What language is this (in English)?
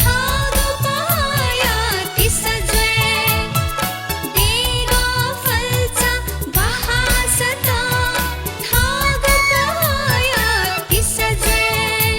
Newari